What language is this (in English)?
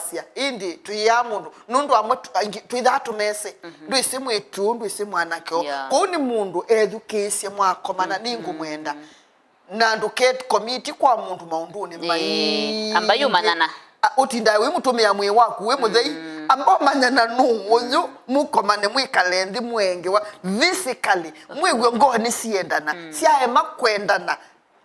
Kamba